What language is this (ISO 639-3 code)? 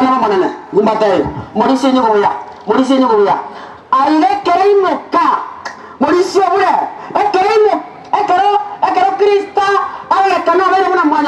guz